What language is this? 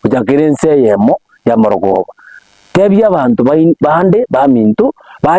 Gusii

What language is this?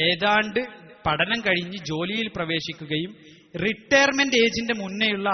Malayalam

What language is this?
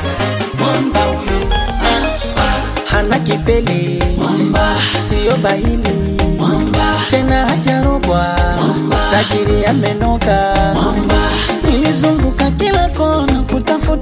Swahili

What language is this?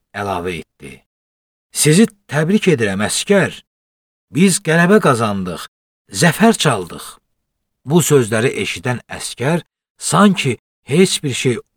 Azerbaijani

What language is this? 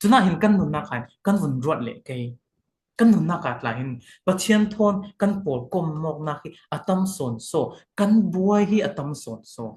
Falam Chin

